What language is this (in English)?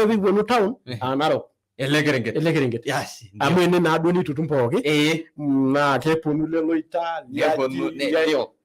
Masai